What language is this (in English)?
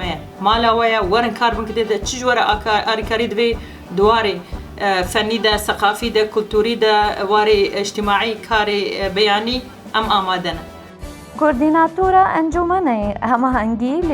Kurdish